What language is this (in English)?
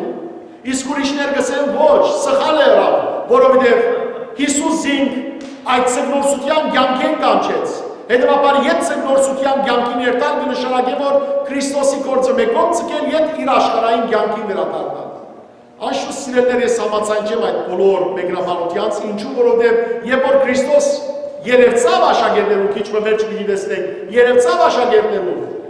Western Armenian